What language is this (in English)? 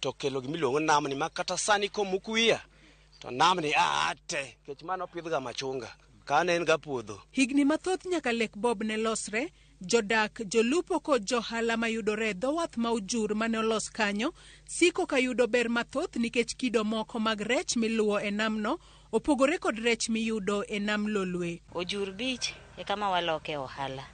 Luo (Kenya and Tanzania)